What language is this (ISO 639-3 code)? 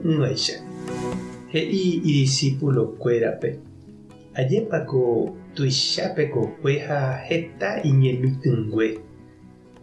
grn